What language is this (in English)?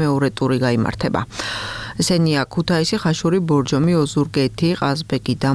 Georgian